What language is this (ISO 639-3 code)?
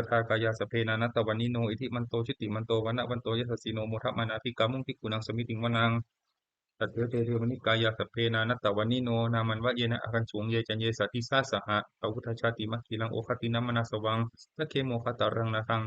pli